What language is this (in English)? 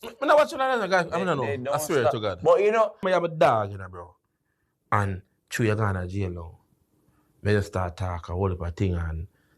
Jamaican Creole English